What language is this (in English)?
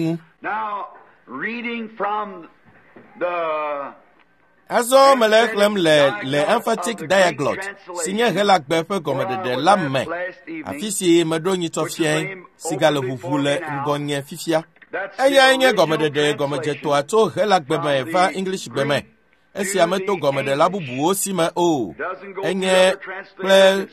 Ewe